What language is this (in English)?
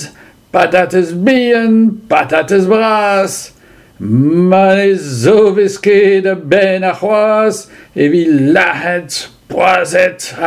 Breton